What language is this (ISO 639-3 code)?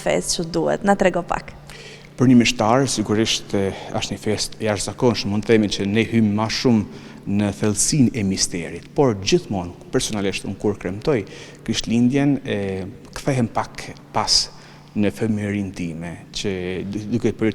sqi